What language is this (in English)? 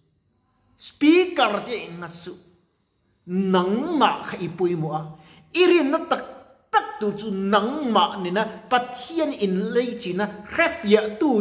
Mizo